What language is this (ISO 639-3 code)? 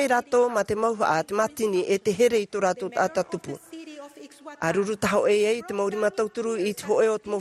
tah